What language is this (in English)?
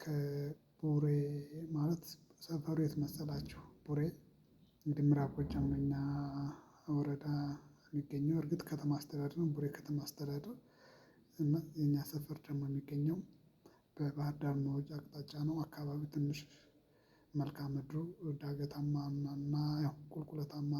Amharic